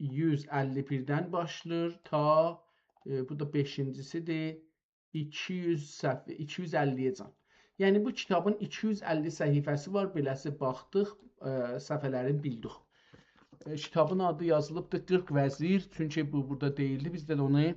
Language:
South Azerbaijani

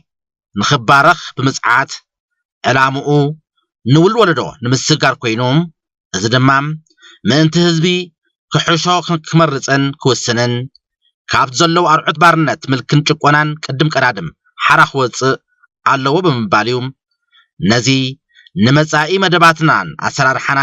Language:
Tigrinya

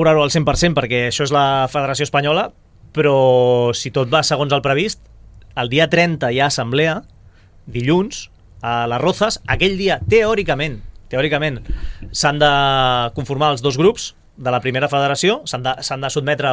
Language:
Catalan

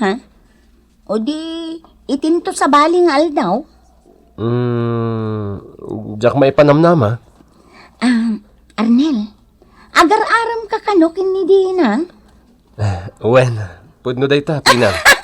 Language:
Iloko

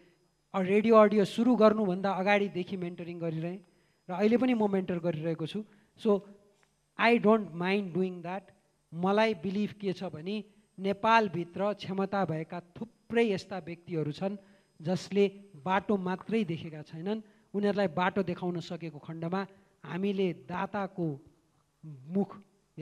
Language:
Nepali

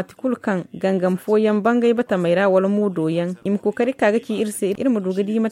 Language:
Zarma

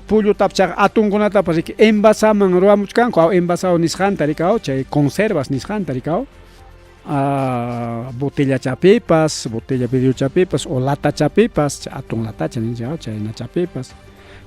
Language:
Ayacucho Quechua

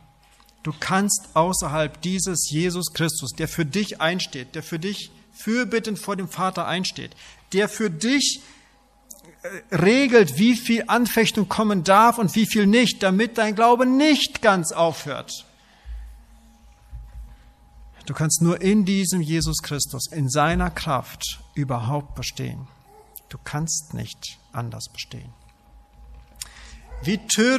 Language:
German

